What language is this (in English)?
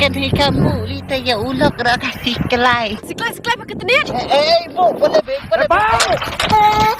Khasi